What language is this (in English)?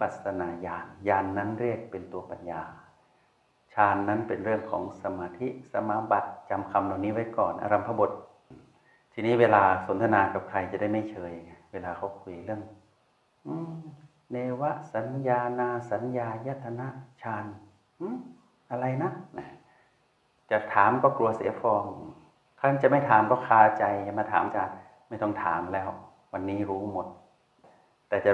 Thai